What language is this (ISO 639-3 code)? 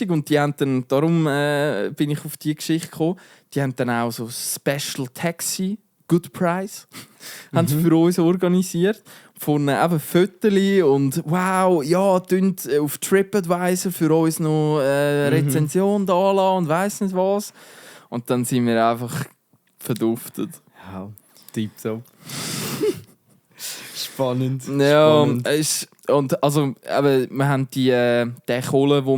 gsw